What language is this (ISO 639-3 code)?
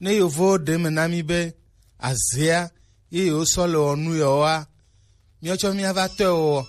gej